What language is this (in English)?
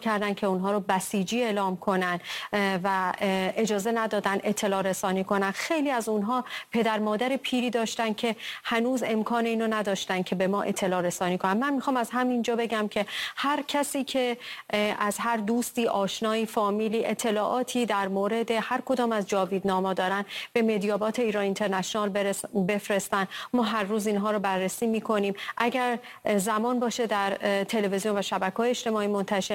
Persian